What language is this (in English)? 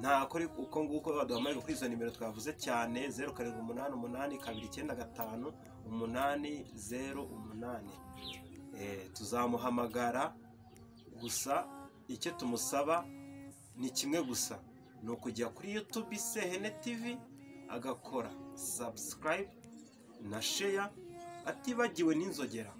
Kinyarwanda